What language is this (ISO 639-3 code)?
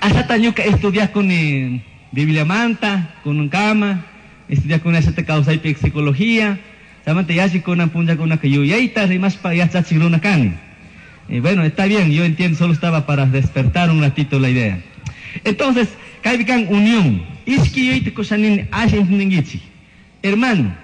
qug